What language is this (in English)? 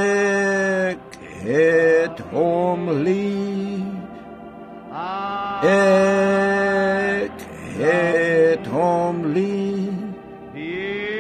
Afrikaans